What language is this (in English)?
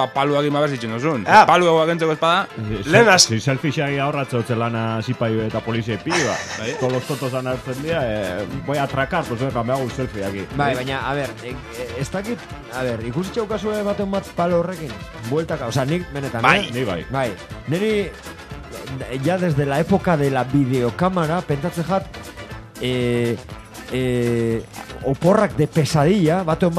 Basque